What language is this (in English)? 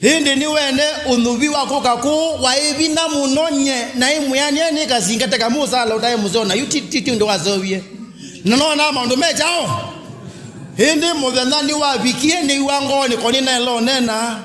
Kamba